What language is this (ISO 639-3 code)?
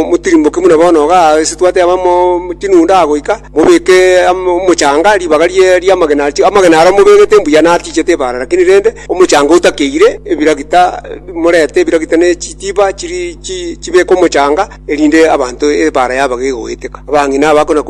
guz